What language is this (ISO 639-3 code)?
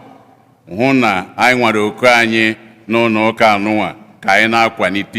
ibo